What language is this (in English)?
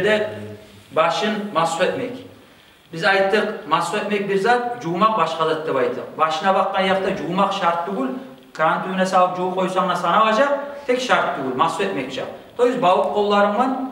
Kumyk